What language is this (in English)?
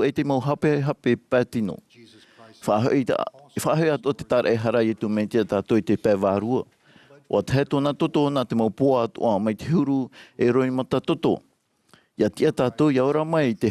Tahitian